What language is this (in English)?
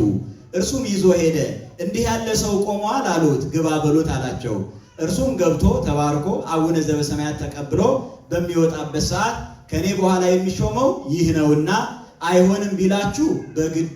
Amharic